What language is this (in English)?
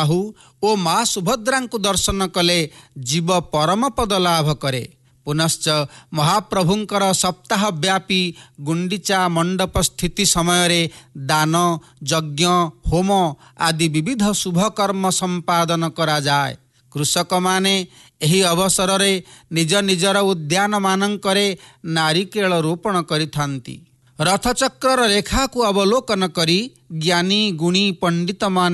Odia